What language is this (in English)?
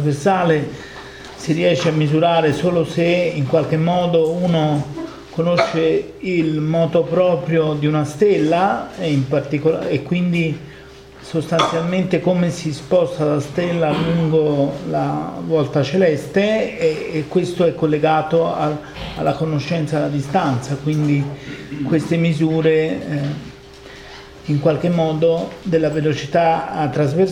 Italian